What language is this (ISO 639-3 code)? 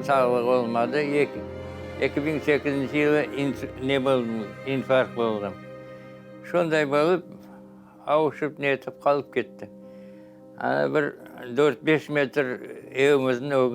crh